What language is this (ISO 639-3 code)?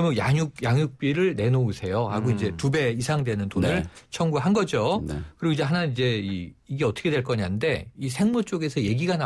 kor